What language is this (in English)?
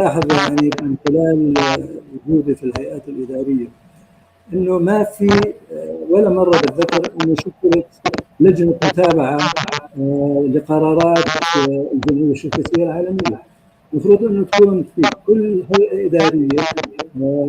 North Levantine Arabic